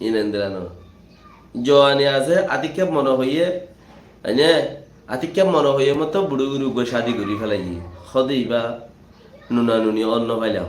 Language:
Rohingya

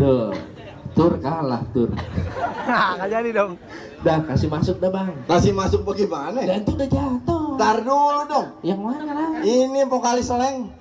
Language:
Betawi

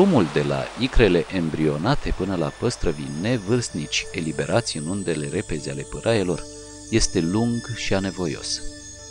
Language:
Romanian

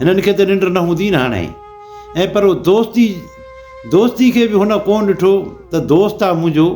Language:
Sindhi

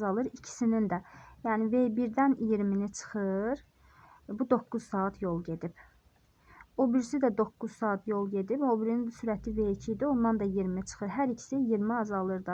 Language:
Azerbaijani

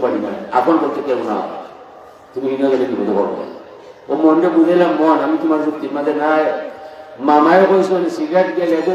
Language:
Sylheti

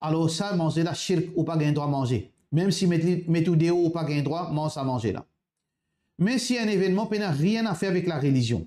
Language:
Morisyen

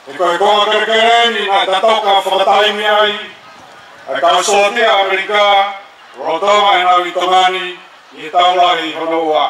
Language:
Tongan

